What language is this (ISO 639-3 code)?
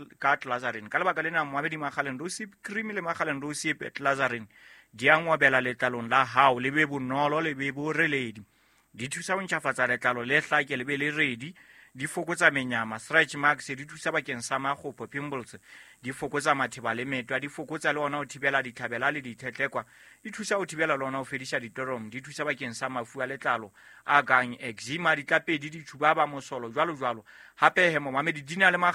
sot